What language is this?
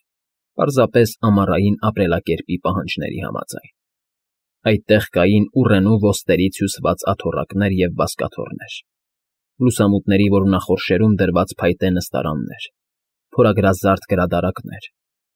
Armenian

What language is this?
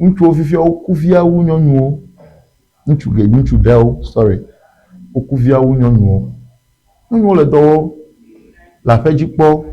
Ewe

